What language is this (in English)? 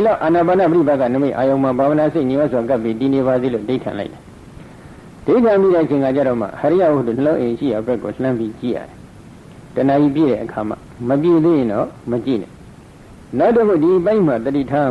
Burmese